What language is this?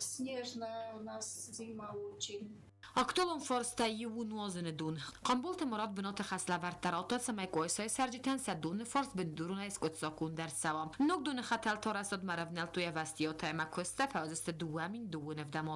Ossetic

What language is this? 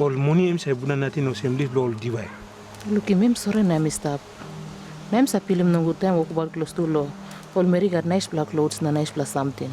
Tok Pisin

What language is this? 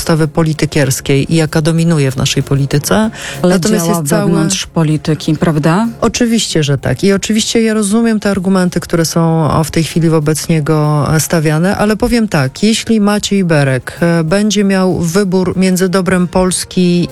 Polish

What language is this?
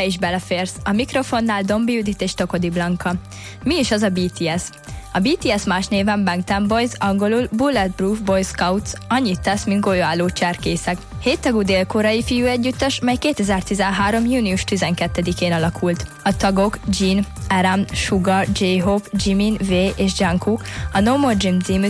Hungarian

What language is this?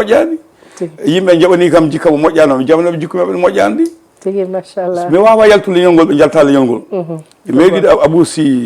Fula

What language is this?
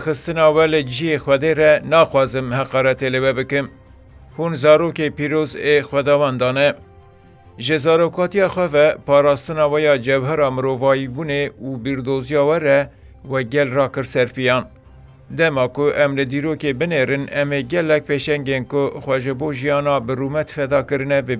Kurdish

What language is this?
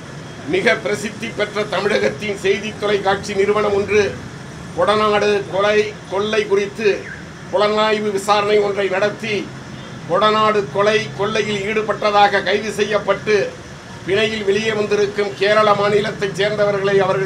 Tamil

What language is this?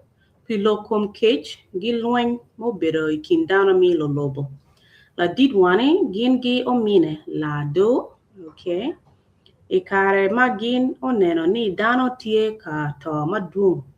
Acoli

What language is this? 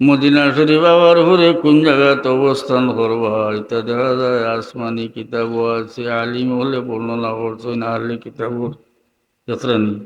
Sylheti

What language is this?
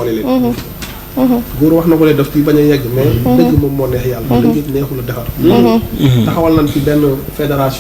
Wolof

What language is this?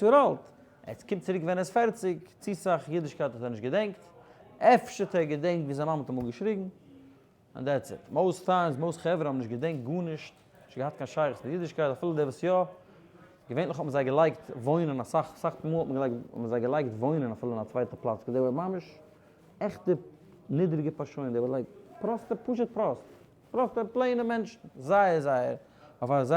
Yiddish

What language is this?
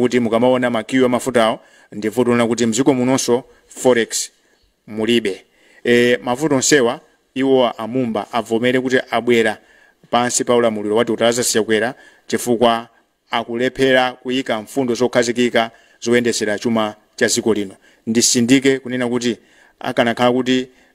Nyanja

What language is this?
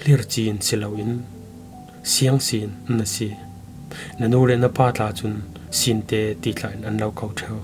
Falam Chin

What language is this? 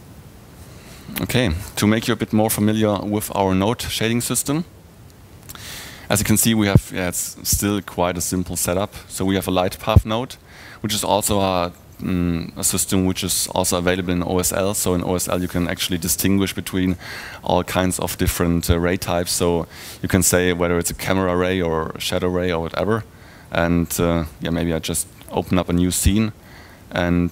English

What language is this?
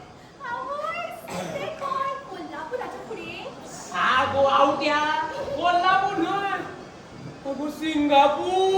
Konkani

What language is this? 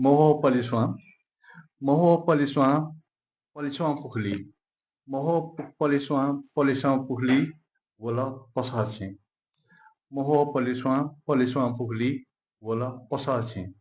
Newari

